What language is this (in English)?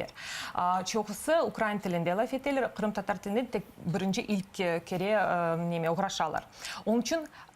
Crimean Tatar